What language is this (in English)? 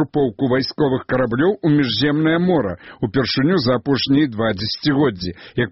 Belarusian